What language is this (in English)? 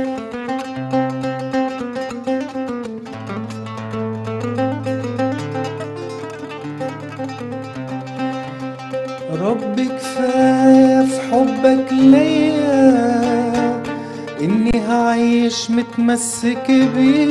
Egyptian Arabic